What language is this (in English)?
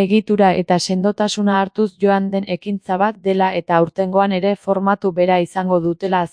Basque